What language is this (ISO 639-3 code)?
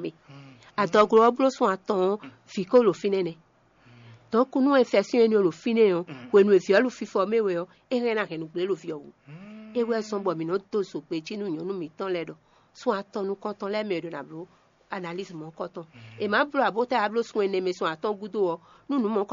fon